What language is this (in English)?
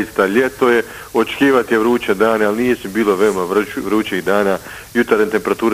Bosnian